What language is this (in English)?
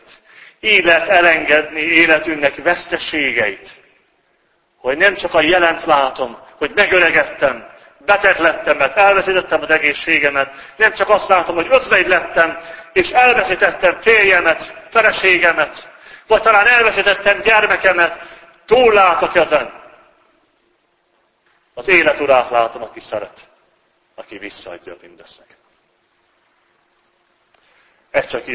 Hungarian